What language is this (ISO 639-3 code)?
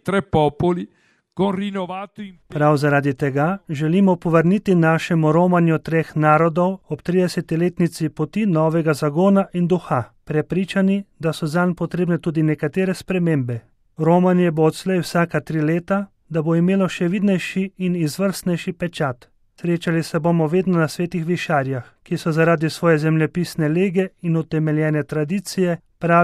slv